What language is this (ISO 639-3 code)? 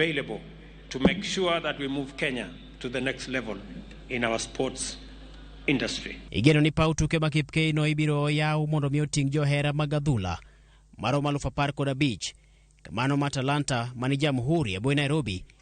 luo